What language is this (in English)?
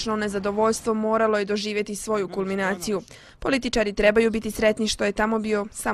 Bosnian